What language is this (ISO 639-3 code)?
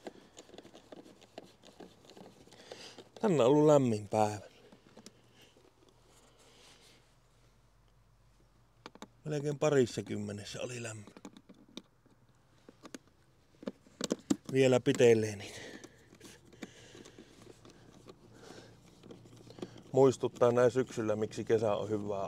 fin